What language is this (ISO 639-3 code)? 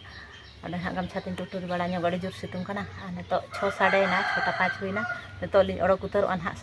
sat